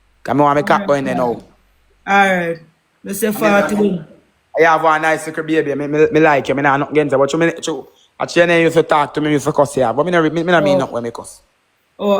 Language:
Jamaican Creole English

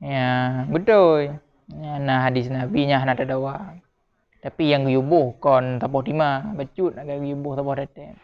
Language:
Achinese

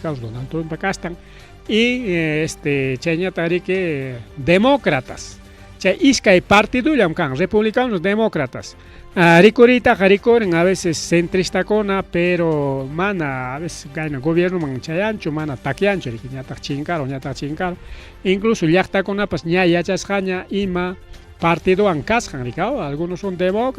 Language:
Ayacucho Quechua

